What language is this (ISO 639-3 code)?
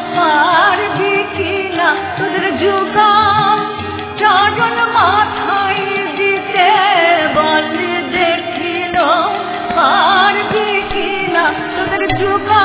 ben